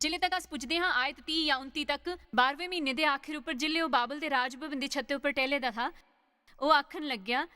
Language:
Dogri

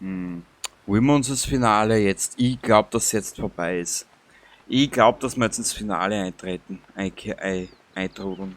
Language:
Bavarian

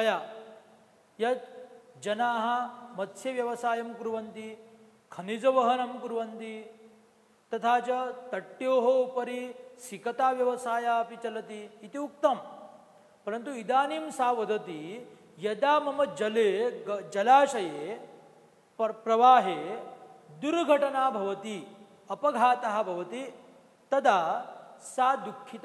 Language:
Sanskrit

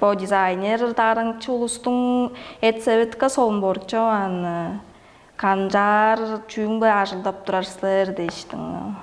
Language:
Tuvinian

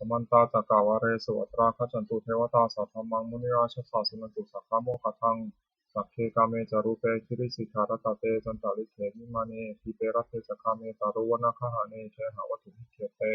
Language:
Pali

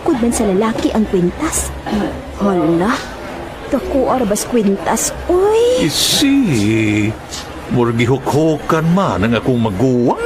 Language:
Cebuano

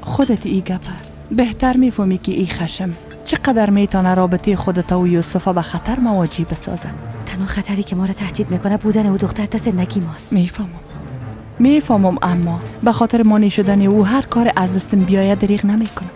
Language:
Persian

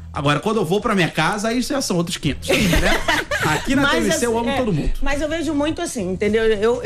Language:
Portuguese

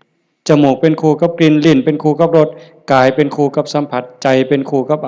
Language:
Lao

